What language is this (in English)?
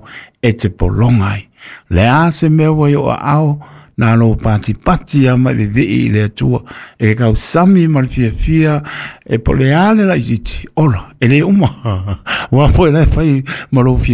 Samoan